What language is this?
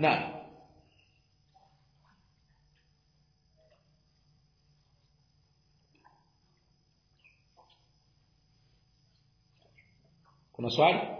Swahili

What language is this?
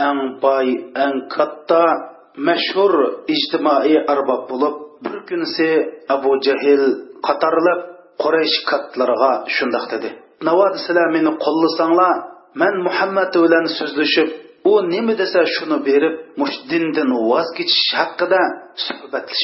Uyghur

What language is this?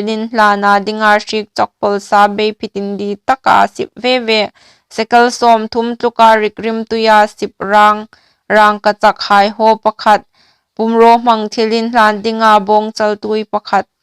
Hmar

